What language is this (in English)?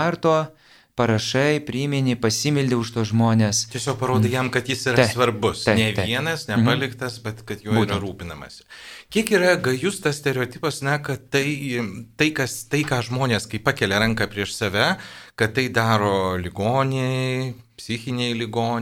Lithuanian